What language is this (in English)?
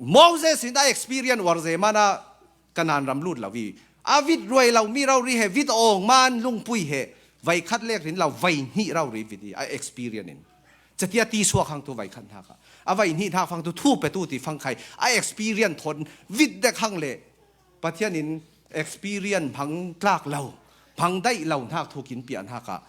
Falam Chin